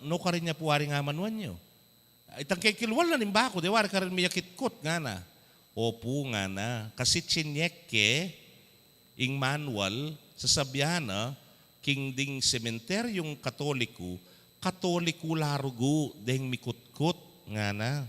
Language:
Pampanga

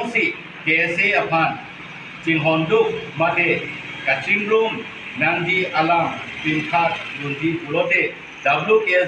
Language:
Karbi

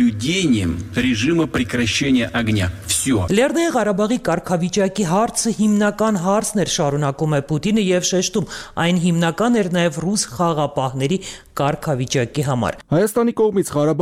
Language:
Armenian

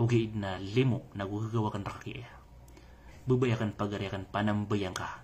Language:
Maranao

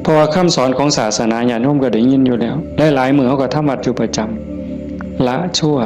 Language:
Northeastern Thai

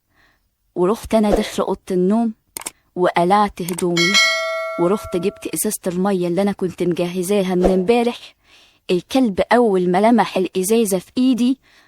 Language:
Egyptian Arabic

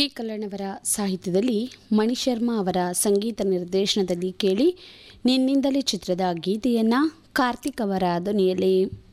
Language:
Kannada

